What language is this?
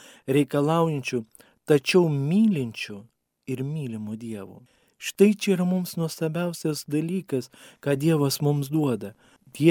Lithuanian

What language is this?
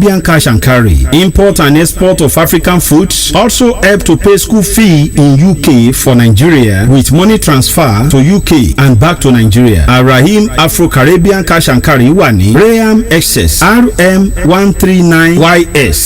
Yoruba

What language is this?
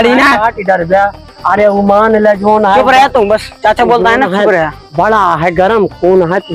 Awadhi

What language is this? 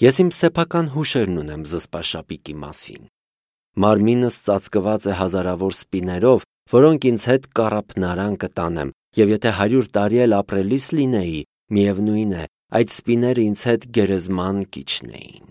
Armenian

